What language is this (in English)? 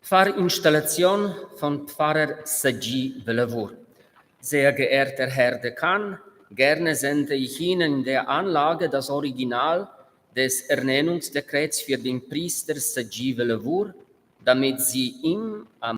Romansh